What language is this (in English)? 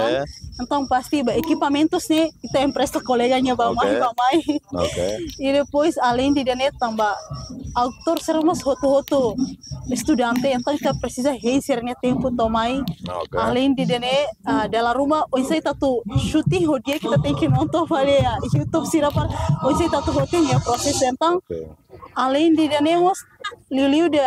Tetum